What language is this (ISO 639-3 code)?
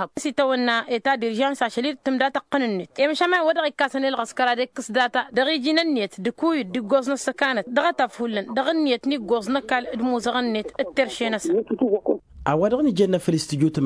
taq